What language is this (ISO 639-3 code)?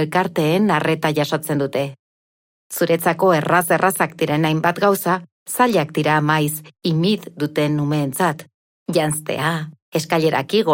eus